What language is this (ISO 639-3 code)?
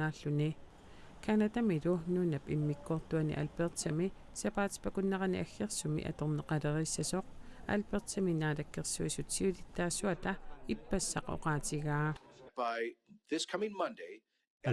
kal